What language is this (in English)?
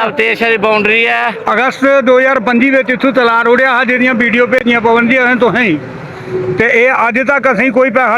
Dogri